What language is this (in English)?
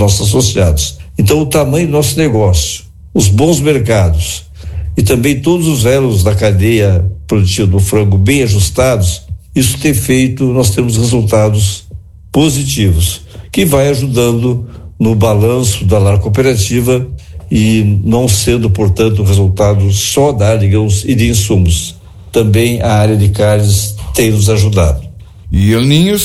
Portuguese